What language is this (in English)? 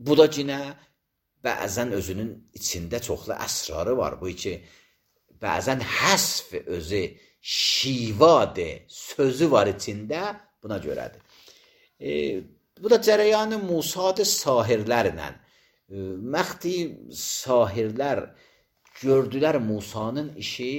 Azerbaijani